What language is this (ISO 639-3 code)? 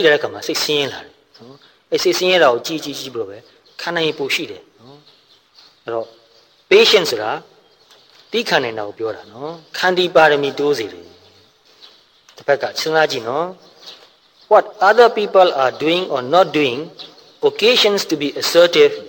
mya